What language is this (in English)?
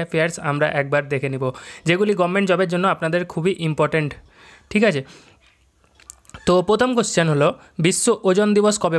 Bangla